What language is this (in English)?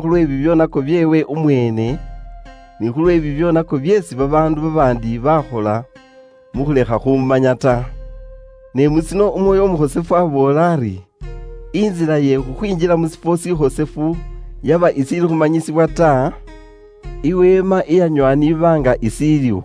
Luyia